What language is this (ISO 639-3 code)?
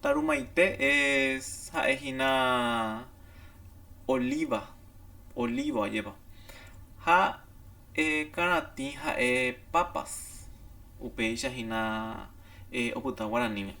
grn